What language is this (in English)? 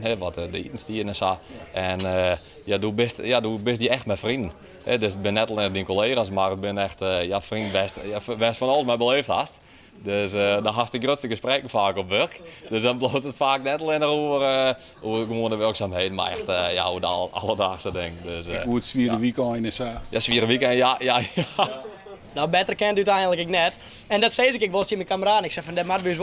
Western Frisian